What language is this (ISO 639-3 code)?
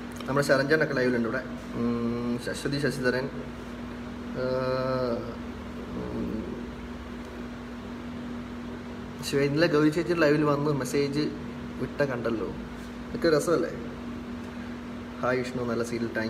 mal